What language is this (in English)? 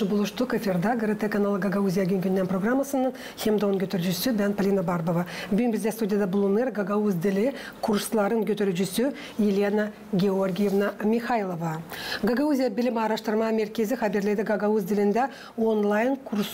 Gagauz